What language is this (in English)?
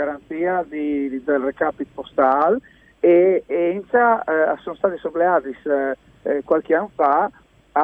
Friulian